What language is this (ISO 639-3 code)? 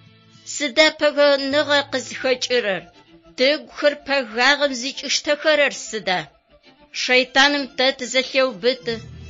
ady